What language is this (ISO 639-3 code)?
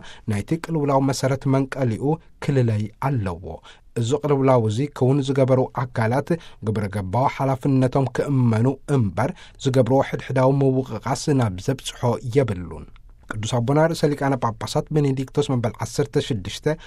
tir